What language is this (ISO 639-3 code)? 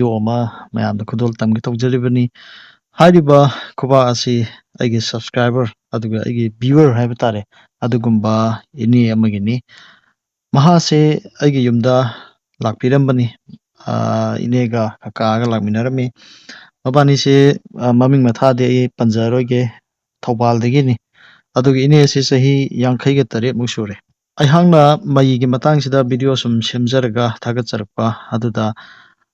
mni